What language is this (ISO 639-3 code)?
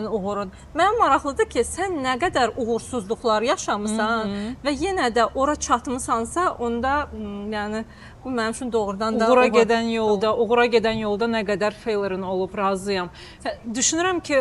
aze